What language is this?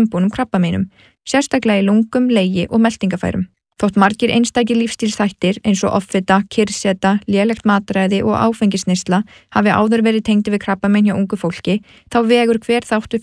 Icelandic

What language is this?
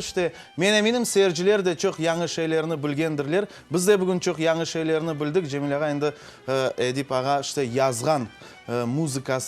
Crimean Tatar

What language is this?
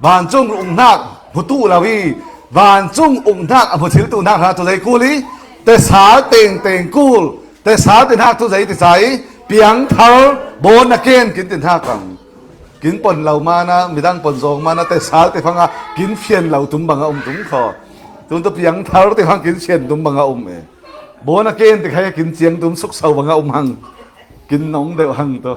Falam Chin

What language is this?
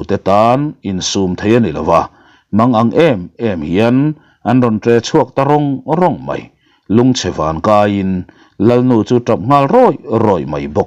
Mizo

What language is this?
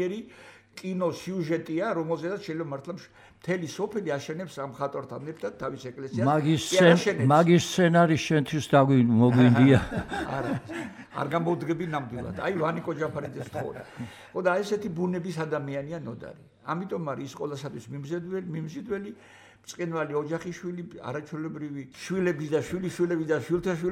Georgian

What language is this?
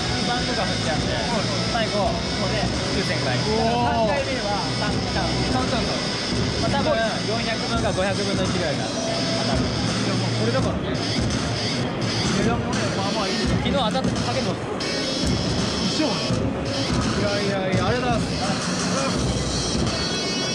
Japanese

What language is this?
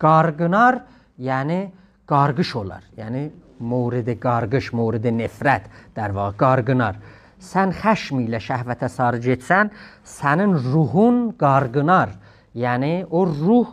South Azerbaijani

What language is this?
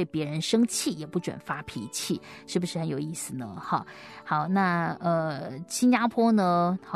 Chinese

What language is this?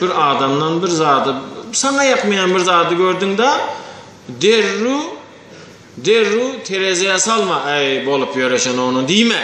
Turkmen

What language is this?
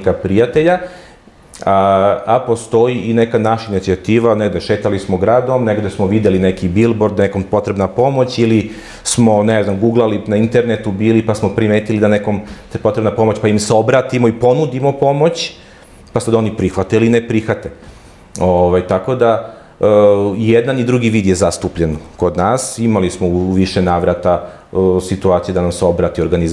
Serbian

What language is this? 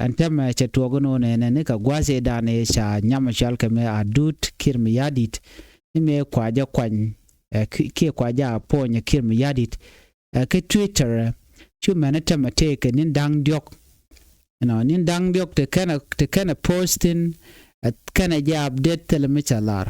Nuer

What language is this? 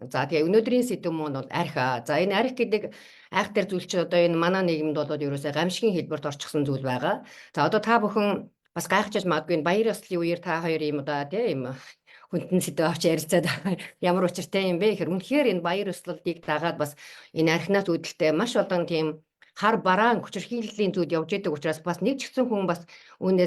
Mongolian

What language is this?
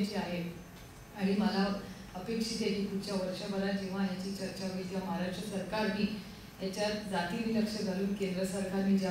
Marathi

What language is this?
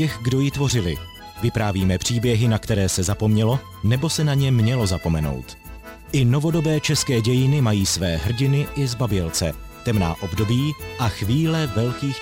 Czech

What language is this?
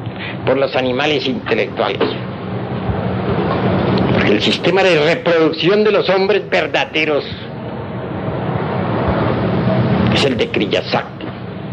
Spanish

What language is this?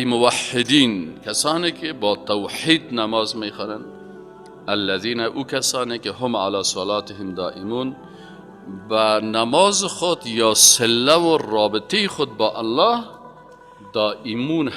Persian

